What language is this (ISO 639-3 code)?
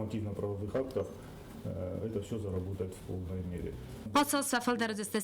oss